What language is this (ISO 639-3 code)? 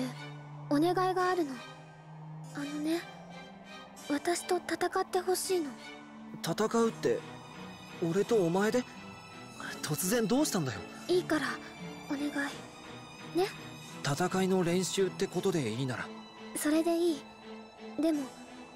jpn